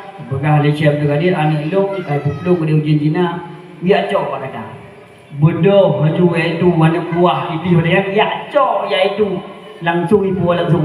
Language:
Achinese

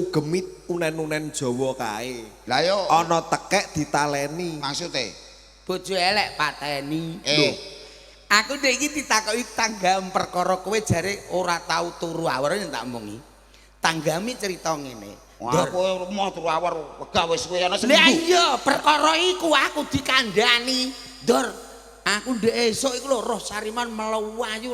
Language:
Javanese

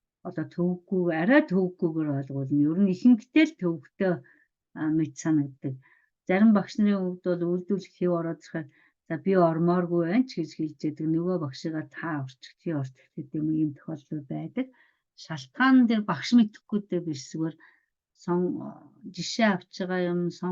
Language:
Mongolian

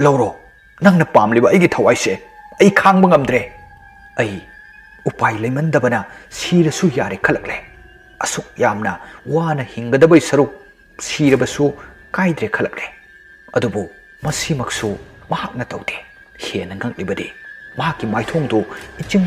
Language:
Manipuri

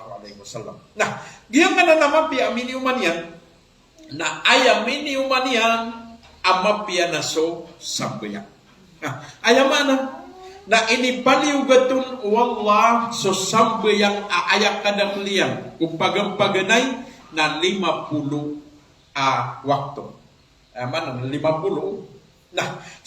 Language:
Maranao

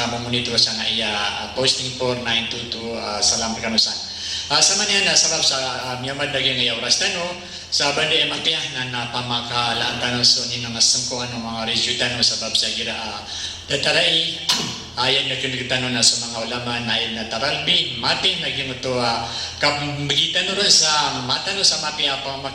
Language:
Maranao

